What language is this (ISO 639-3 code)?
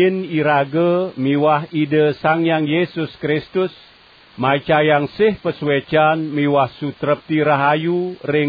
ban